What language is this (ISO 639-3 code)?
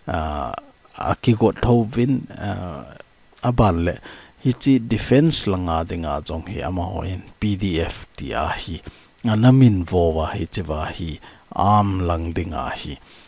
tcz